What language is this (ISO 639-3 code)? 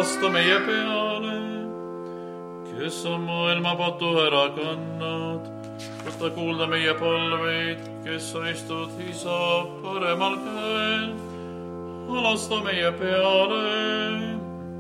est